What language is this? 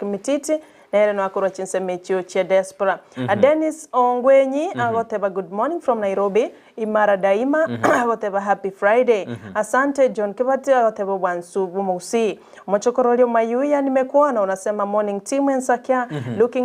Gusii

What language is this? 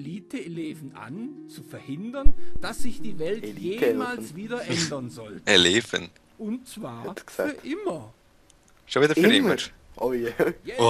Swiss German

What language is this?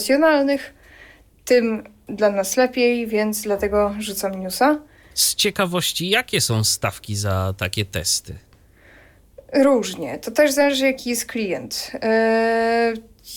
Polish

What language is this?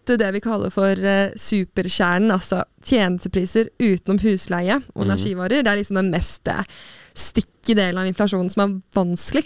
Norwegian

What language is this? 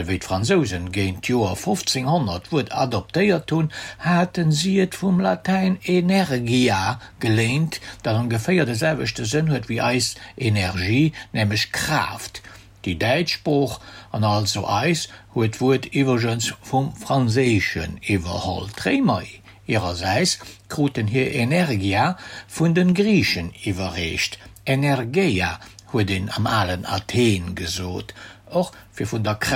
Luxembourgish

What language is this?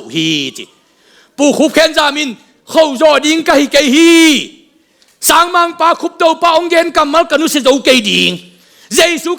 Tedim Chin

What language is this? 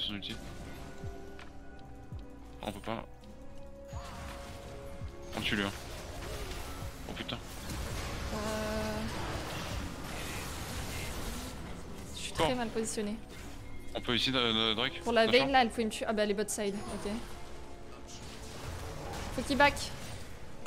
French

